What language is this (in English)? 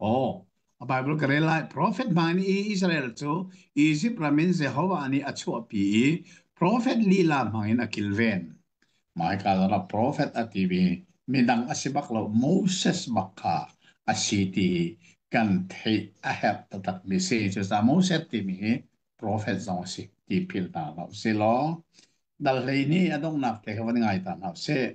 Hakha Chin